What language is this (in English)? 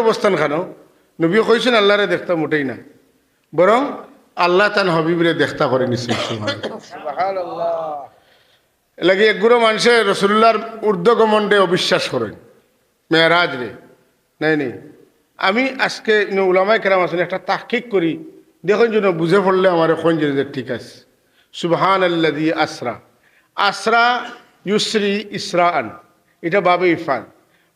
Sylheti